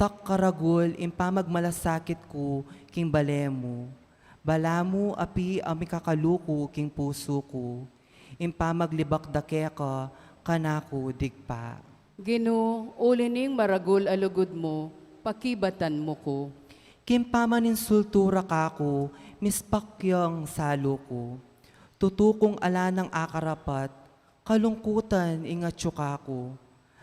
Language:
Pampanga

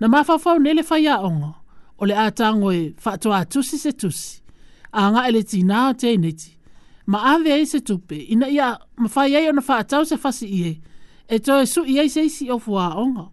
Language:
Samoan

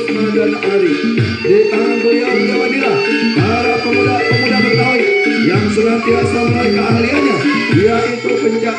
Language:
Betawi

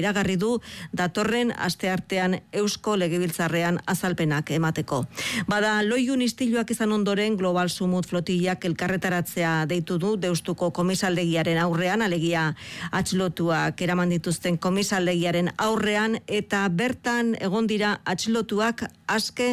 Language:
Basque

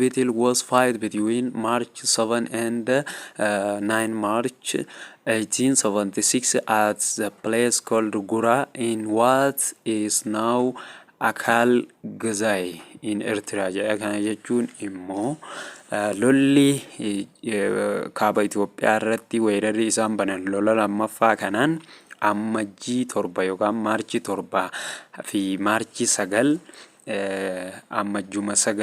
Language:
Oromo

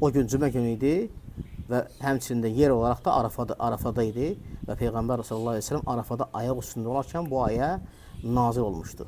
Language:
Azerbaijani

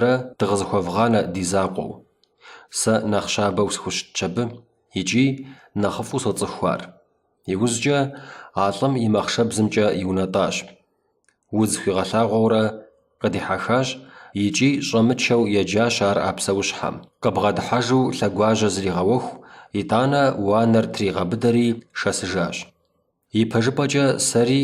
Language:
Kabardian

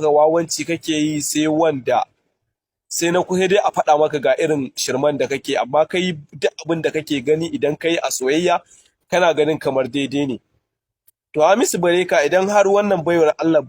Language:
Hausa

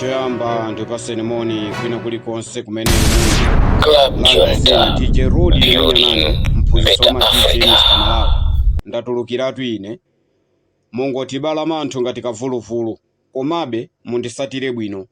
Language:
Nyanja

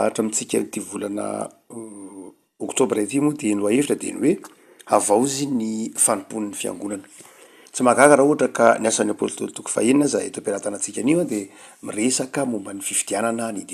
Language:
Malagasy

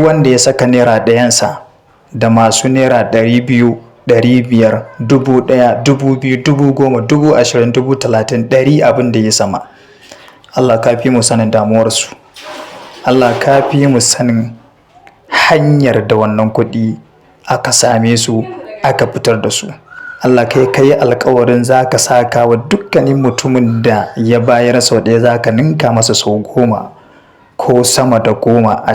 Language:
Hausa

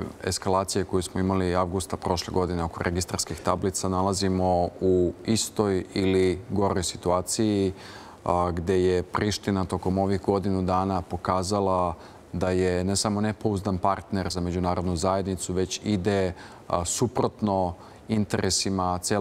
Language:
Serbian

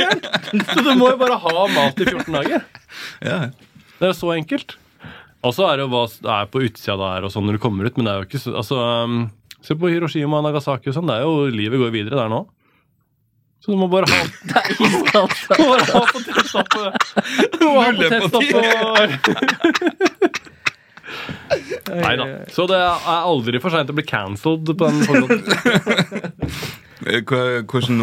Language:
Norwegian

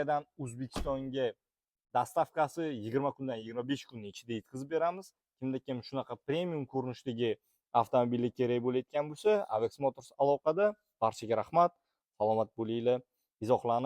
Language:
Uzbek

